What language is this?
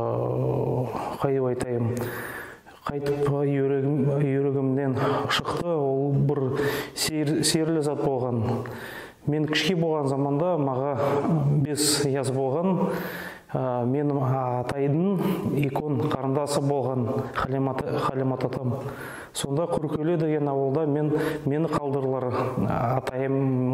Nogai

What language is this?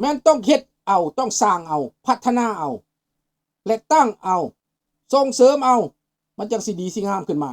Lao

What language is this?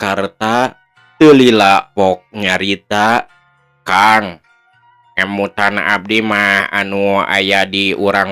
Sundanese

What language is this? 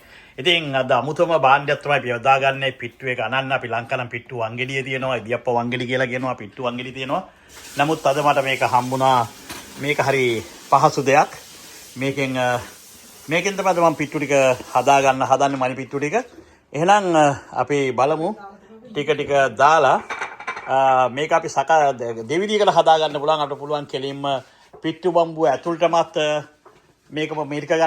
Sinhala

